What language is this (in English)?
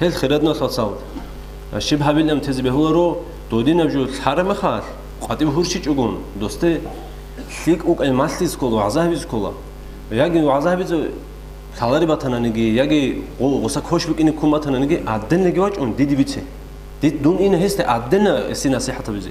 Avaric